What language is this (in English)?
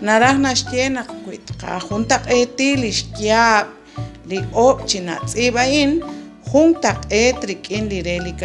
Kekchí